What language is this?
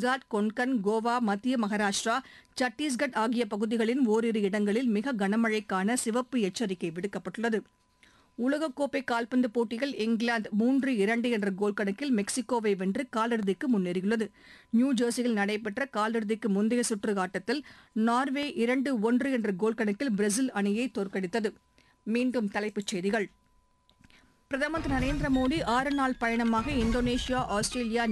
Tamil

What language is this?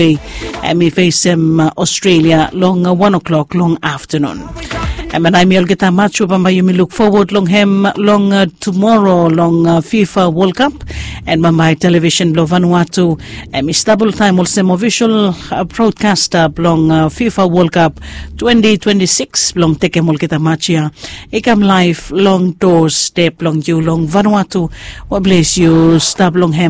Bislama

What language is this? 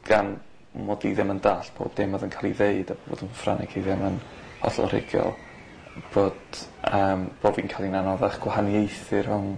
Welsh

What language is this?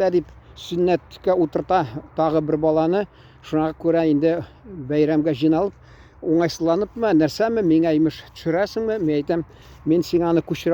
Tatar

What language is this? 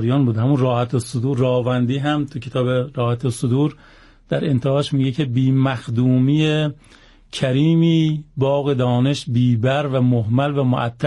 Persian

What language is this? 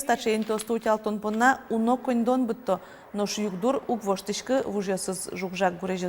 Udmurt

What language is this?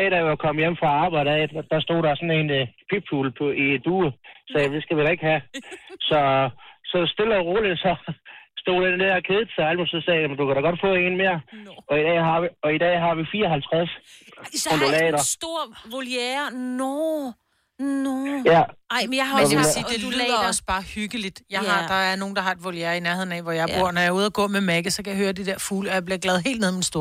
Danish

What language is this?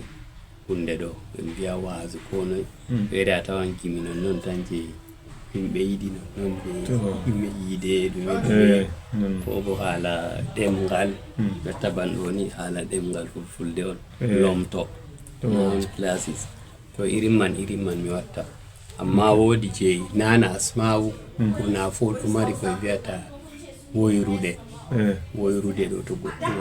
Fula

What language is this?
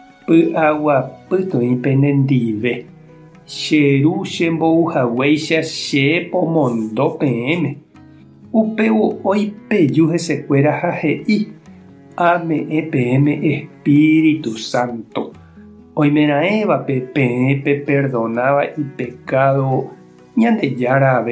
Guarani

